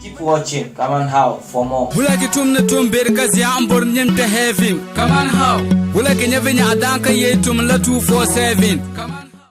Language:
Dagbani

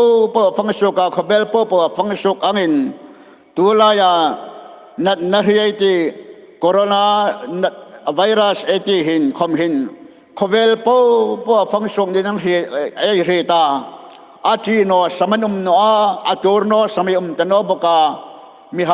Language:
Hmar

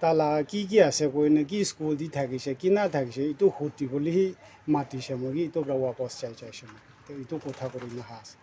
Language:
Naga Pidgin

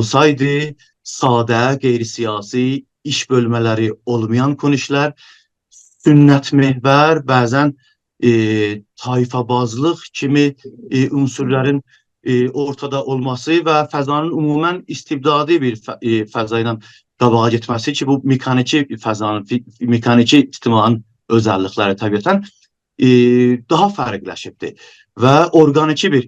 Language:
South Azerbaijani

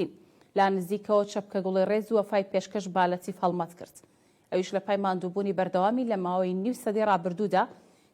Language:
Central Kurdish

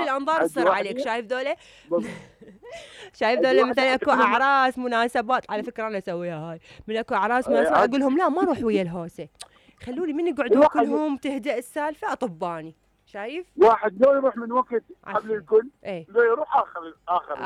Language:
Mesopotamian Arabic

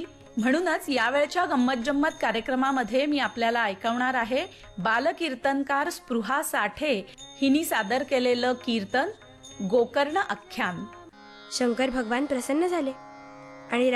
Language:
Marathi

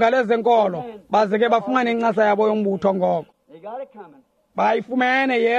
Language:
Xhosa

